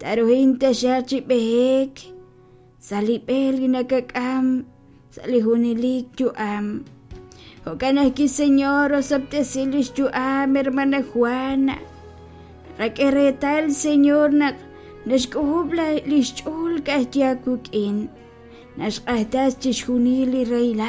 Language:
Kekchí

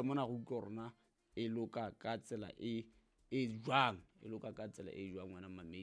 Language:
Southern Sotho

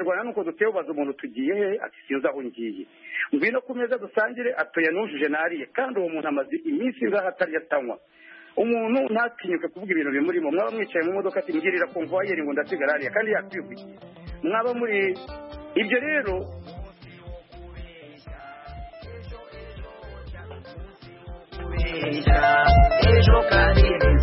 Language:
Kinyarwanda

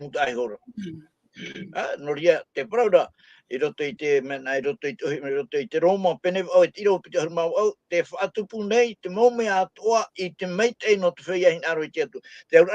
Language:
Tahitian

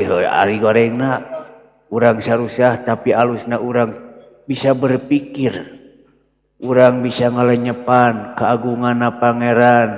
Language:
Sundanese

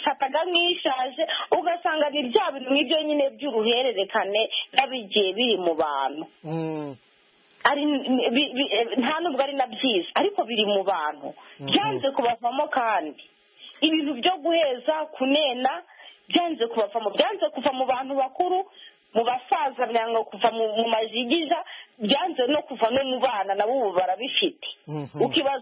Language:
Kinyarwanda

